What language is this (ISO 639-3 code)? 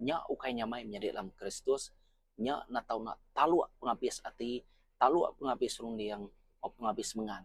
iba